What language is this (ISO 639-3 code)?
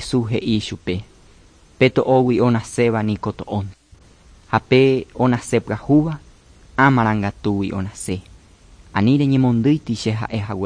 grn